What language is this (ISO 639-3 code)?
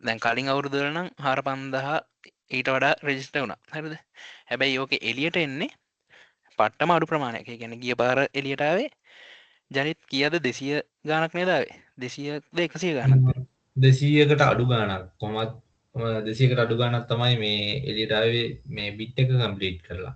sin